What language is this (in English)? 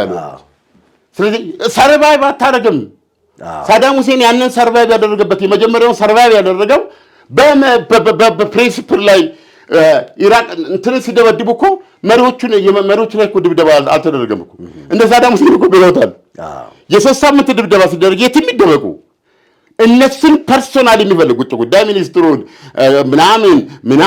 Amharic